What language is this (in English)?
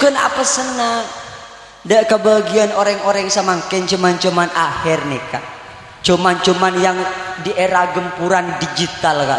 Madurese